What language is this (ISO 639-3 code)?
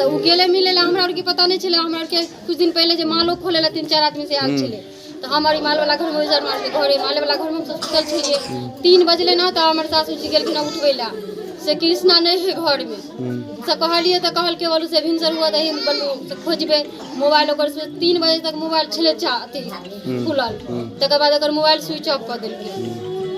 mai